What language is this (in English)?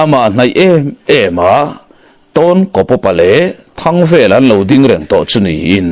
Mizo